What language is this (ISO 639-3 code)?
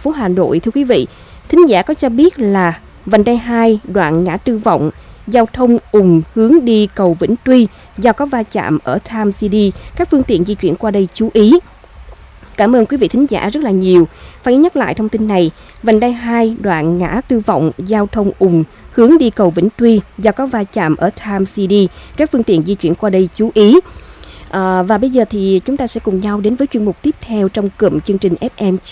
vie